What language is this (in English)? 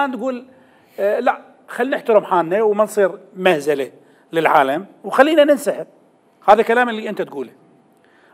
Mesopotamian Arabic